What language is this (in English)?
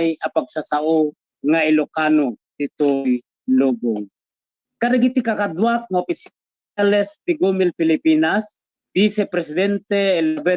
Iloko